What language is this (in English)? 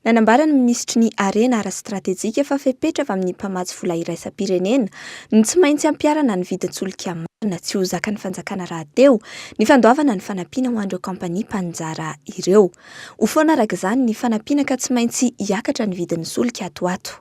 Malagasy